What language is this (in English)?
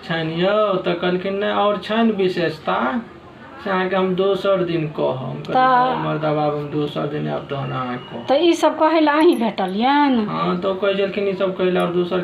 Maithili